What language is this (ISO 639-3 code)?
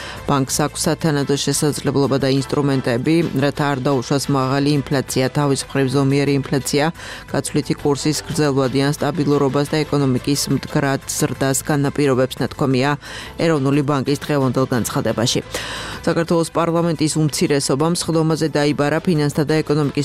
kat